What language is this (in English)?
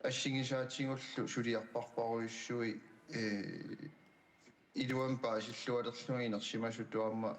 Kalaallisut